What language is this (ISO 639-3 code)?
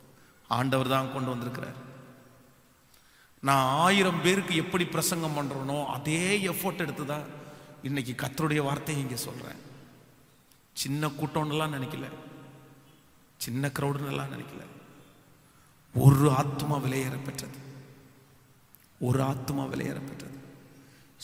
tam